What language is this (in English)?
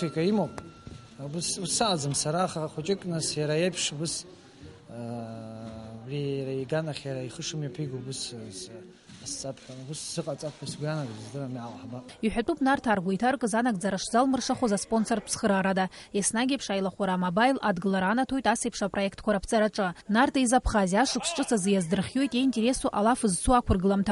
Abkhazian